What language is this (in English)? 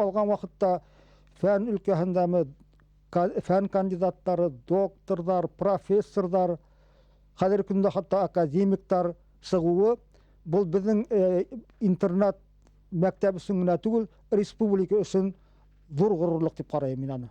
Bashkir